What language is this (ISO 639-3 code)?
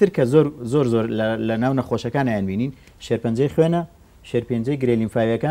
ckb